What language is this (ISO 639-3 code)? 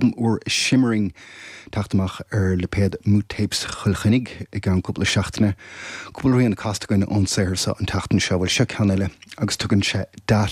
gle